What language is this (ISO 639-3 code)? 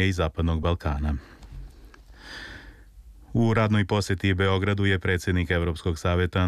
srp